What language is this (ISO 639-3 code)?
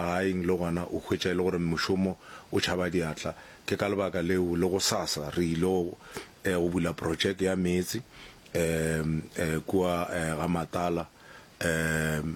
nso